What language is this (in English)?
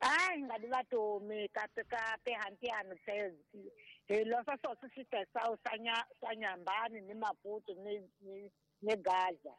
Tsonga